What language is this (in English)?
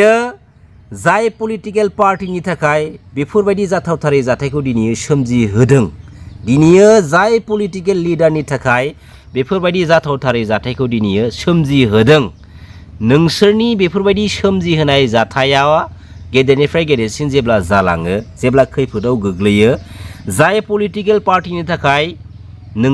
Bodo